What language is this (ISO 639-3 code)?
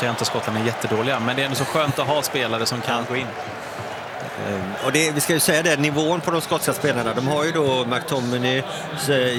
swe